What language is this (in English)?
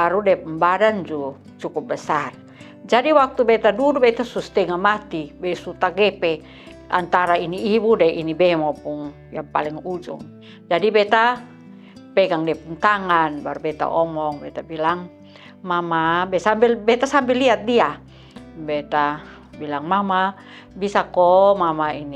Kupang Malay